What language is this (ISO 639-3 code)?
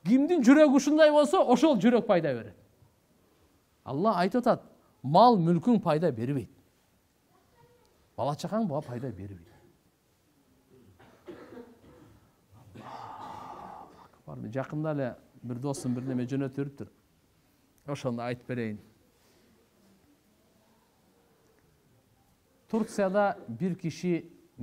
kir